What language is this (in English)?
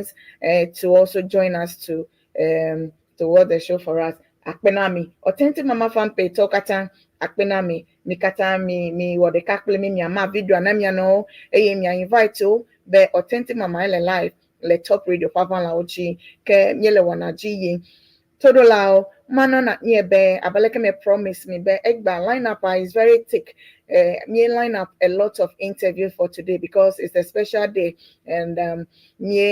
Ewe